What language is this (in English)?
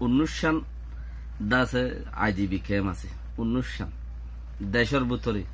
Rohingya